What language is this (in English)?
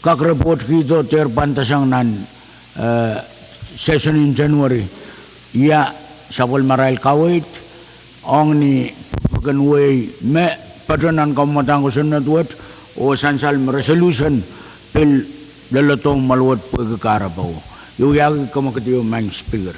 Pohnpeian